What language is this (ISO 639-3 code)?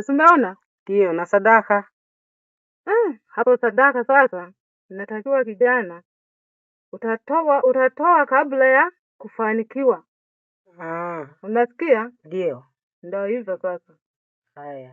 swa